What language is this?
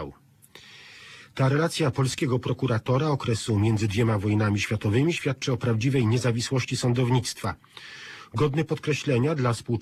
Polish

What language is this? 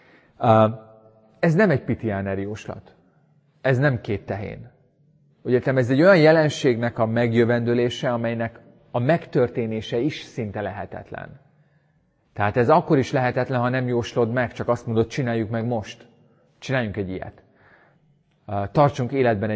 Hungarian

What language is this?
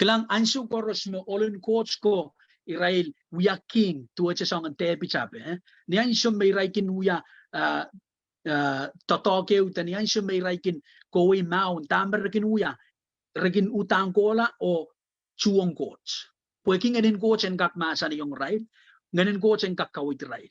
Pohnpeian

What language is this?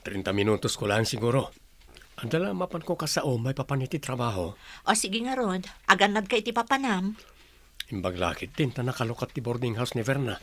Iloko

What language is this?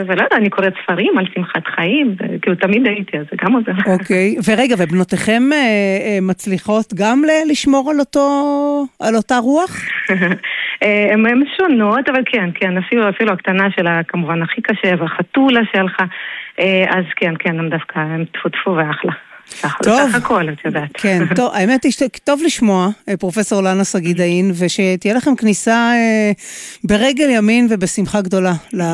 Hebrew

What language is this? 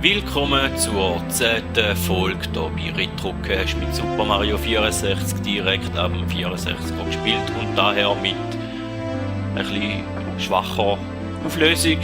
Swiss German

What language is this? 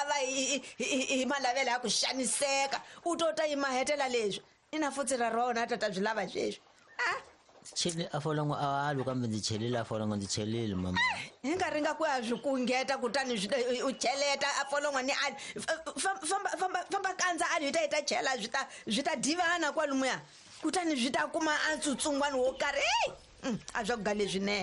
Tsonga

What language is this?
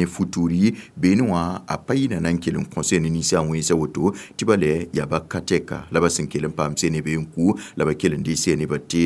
Mossi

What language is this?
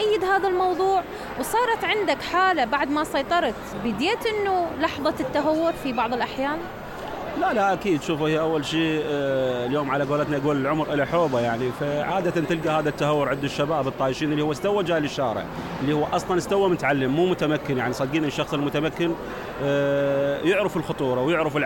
Mesopotamian Arabic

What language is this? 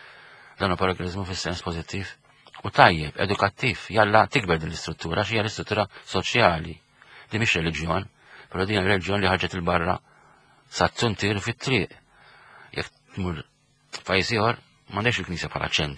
Maltese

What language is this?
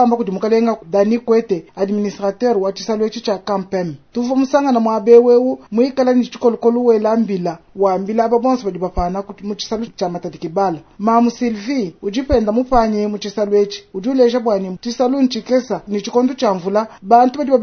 Luba-Lulua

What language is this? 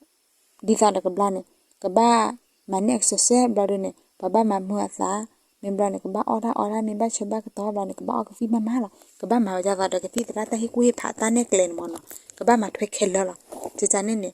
S'gaw Karen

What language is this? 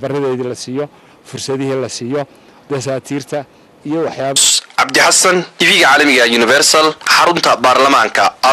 Somali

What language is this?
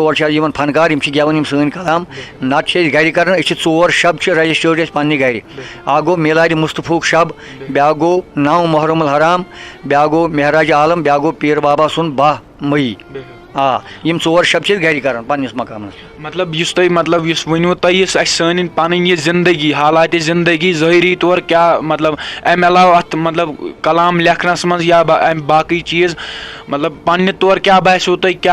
Kashmiri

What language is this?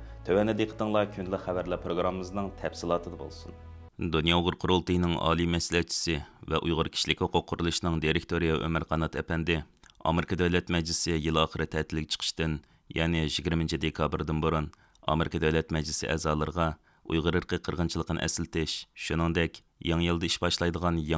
Uyghur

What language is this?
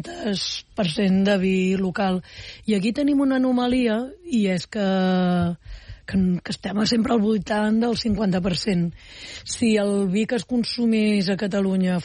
Catalan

